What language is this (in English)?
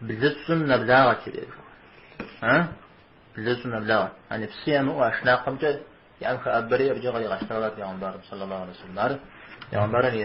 Kabardian